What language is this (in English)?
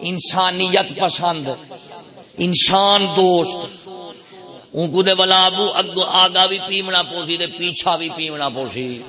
Saraiki